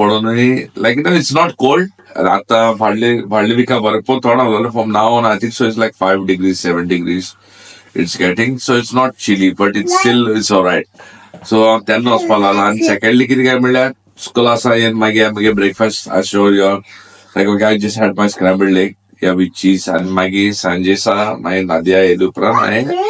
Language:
Konkani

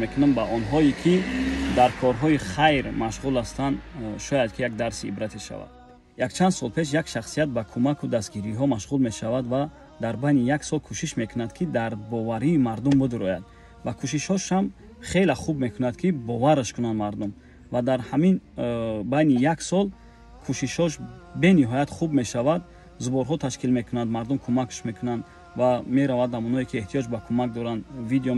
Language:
Tajik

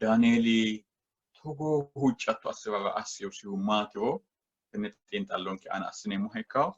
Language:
Sidamo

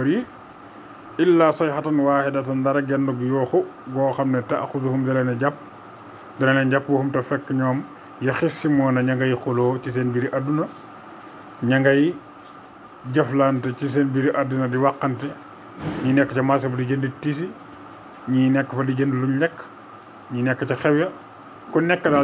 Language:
Wolof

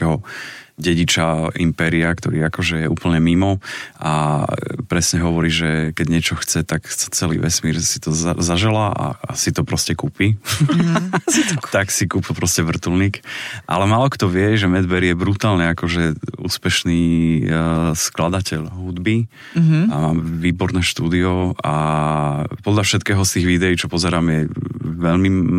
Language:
Slovak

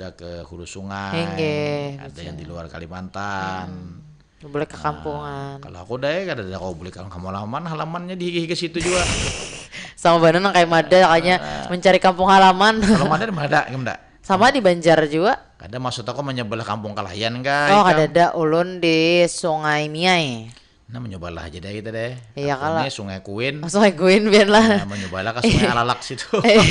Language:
Banjar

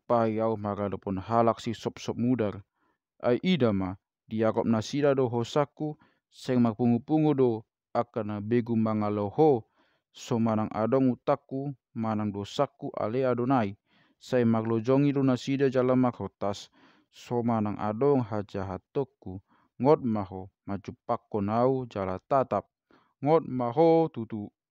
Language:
Batak Toba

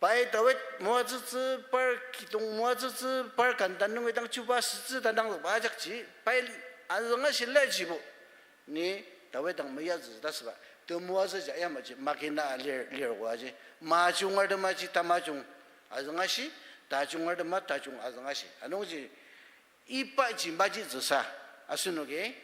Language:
Ao Naga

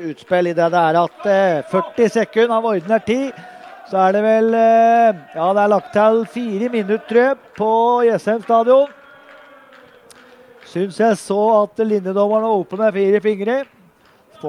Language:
Norwegian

